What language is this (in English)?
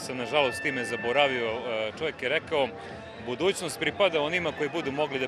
Serbian